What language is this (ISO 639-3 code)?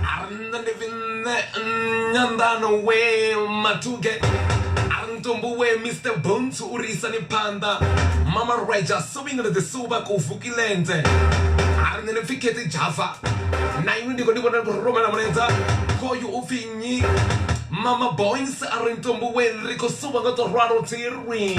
ven